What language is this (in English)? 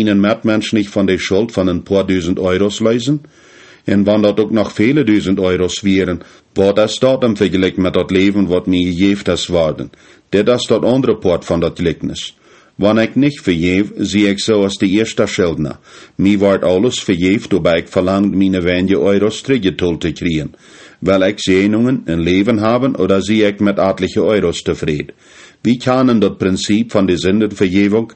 Plautdietsch